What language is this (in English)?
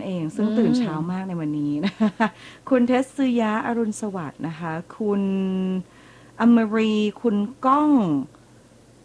Thai